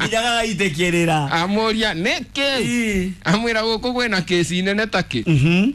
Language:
Kikuyu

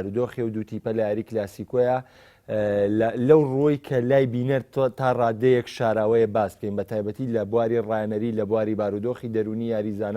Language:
Central Kurdish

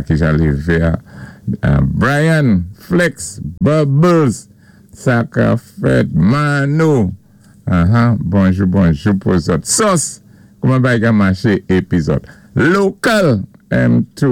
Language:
Saint Lucian Creole French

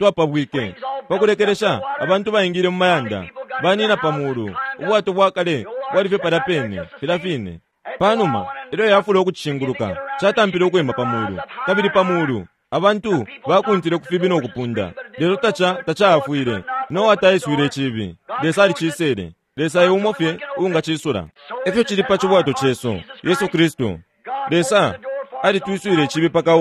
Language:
Bemba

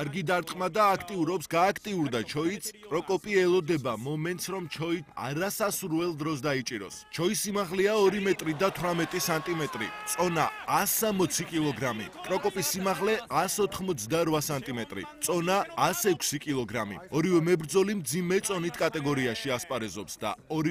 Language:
Georgian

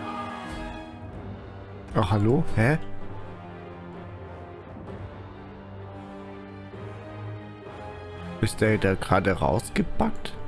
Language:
German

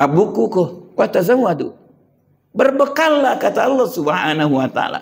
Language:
Buginese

